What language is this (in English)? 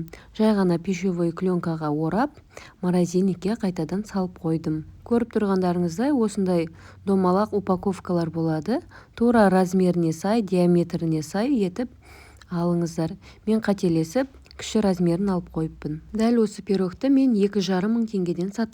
Kazakh